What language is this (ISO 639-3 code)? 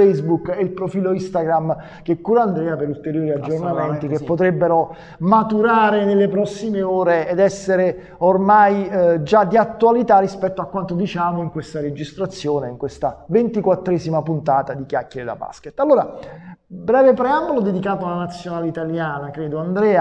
ita